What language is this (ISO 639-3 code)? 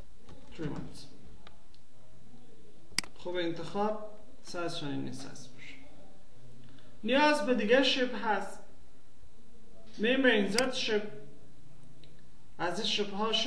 fas